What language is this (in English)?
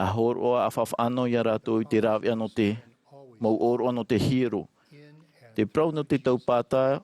Tahitian